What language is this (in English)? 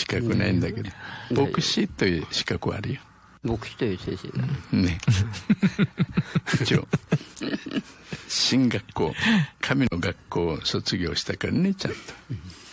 Japanese